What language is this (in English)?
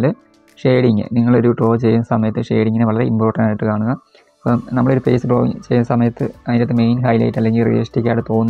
Malayalam